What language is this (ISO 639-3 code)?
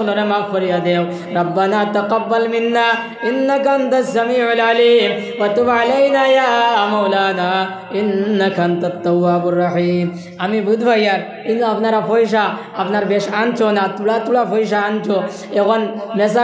syl